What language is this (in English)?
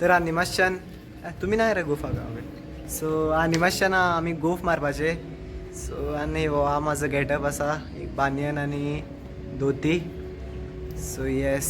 Konkani